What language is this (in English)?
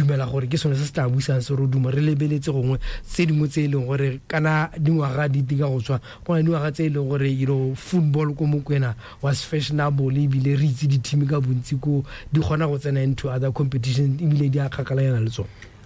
Tswana